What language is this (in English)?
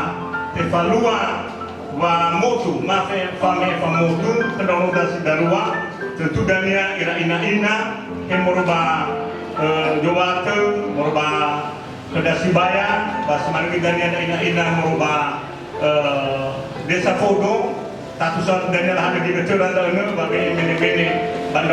Nias